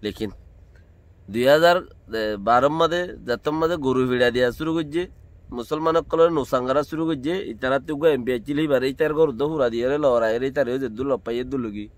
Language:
Rohingya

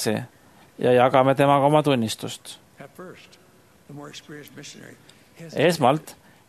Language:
Estonian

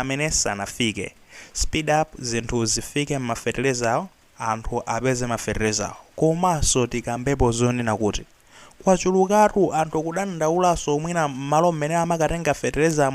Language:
Nyanja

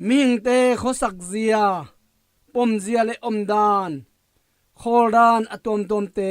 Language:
Tedim Chin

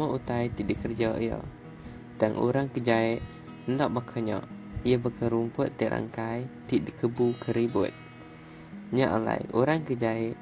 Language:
Iban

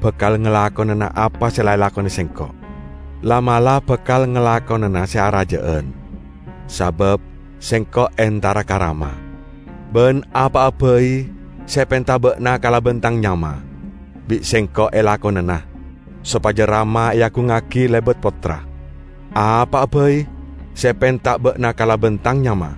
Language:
Madurese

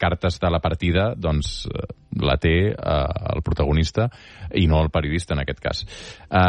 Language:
Catalan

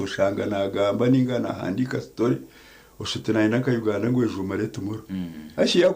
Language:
Nyankole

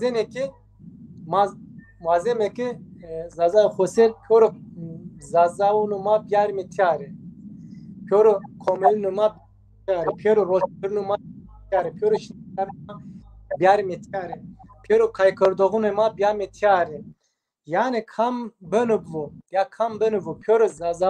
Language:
Zaza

